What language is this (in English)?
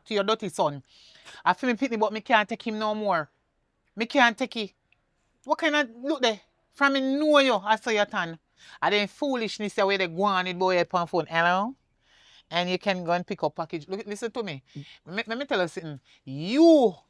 Jamaican Creole English